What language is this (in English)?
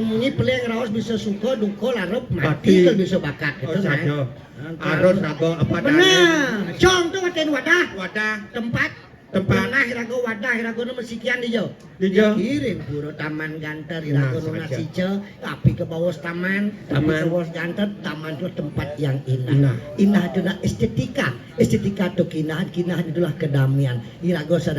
Balinese